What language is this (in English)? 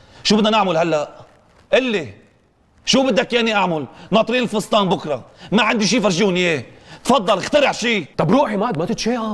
North Levantine Arabic